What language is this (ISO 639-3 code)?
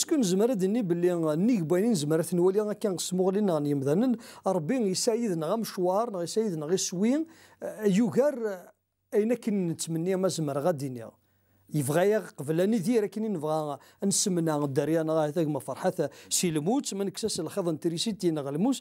kab